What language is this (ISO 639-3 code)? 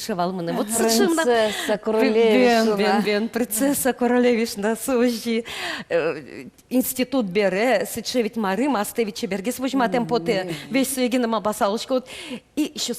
udm